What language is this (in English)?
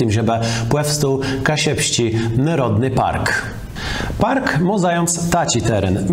Kashubian